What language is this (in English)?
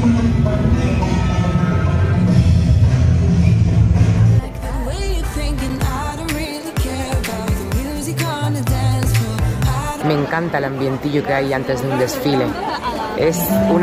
Spanish